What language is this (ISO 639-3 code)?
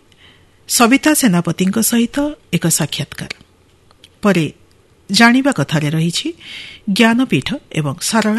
ori